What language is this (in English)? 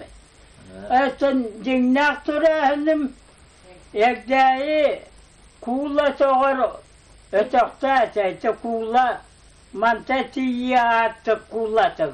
Yakut